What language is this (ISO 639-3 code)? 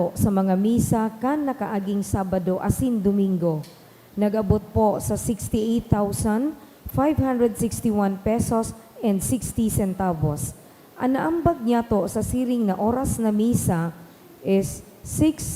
bik